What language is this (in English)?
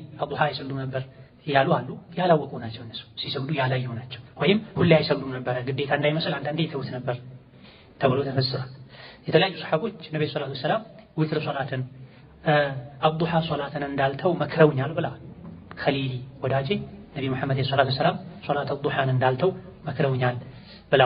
Amharic